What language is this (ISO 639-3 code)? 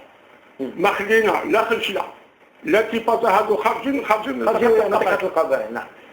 arq